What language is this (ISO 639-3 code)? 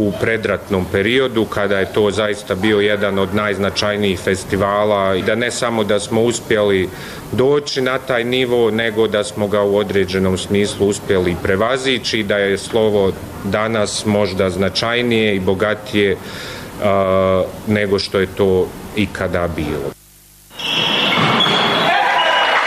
bos